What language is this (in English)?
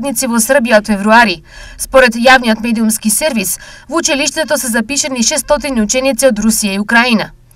Macedonian